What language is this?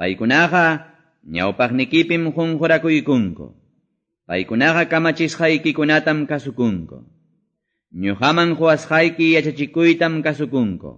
Quechua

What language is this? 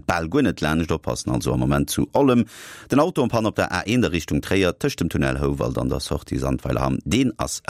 Luxembourgish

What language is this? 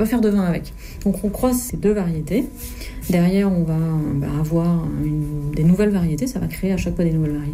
French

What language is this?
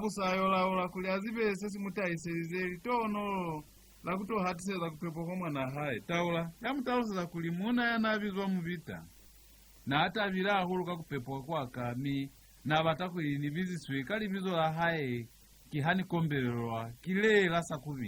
Lozi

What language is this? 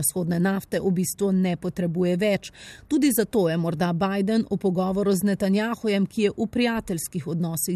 Slovenian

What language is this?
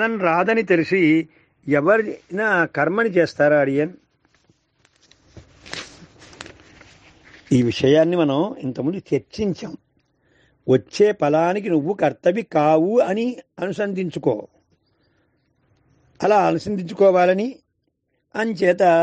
Telugu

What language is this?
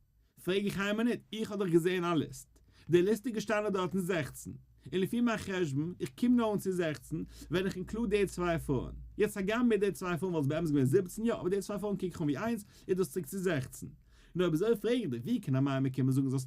Yiddish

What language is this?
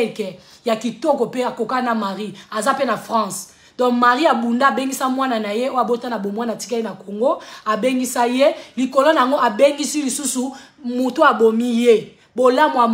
Lingala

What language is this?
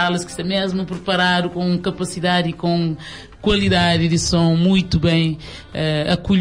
Kabuverdianu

